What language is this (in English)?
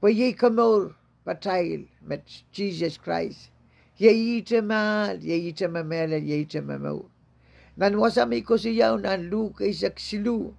Pohnpeian